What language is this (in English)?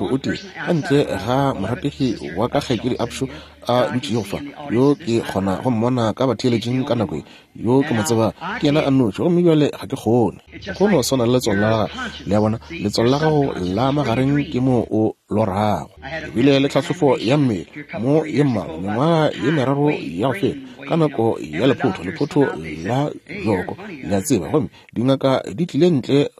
Northern Sotho